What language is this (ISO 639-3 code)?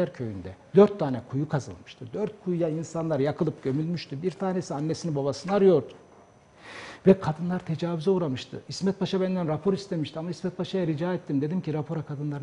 tur